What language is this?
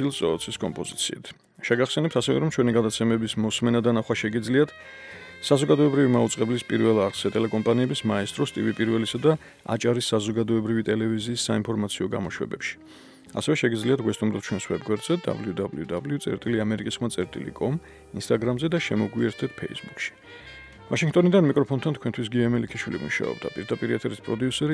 Georgian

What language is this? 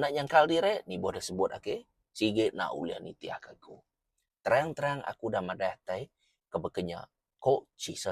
Iban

